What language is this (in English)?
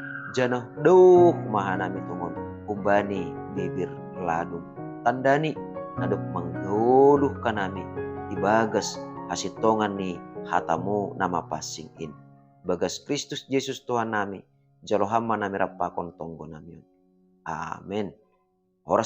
Batak Simalungun